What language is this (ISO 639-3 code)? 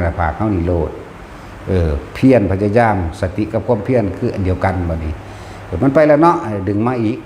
tts